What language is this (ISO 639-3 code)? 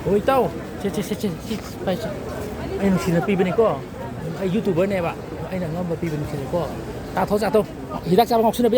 mni